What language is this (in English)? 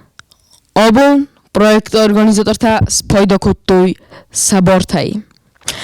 Ossetic